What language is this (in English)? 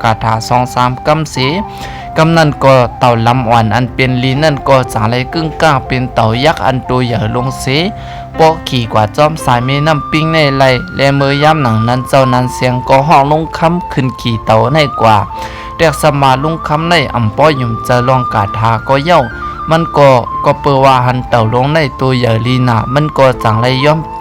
Shan